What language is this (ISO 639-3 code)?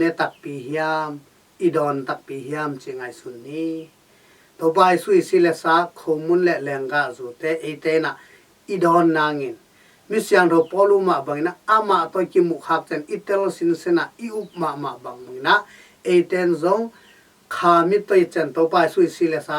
ctd